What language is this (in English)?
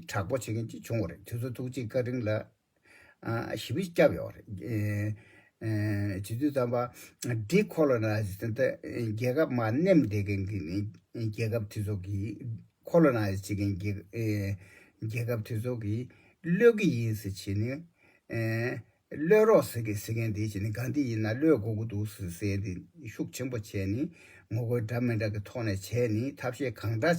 Tibetan